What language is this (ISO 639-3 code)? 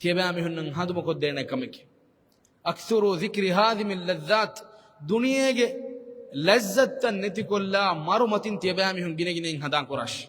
div